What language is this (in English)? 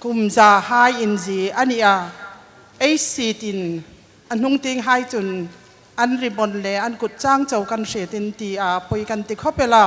Hmar